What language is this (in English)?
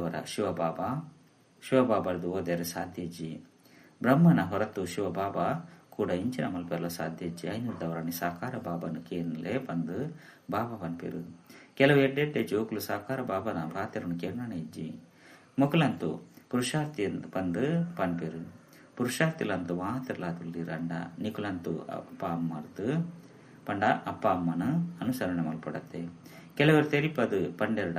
Tulu